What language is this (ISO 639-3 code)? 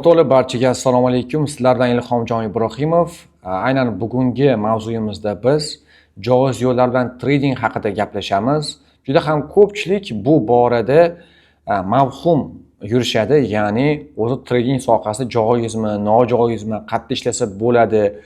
uzb